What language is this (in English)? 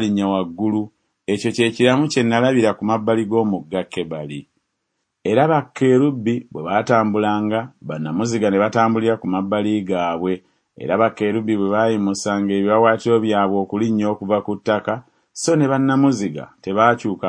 Ganda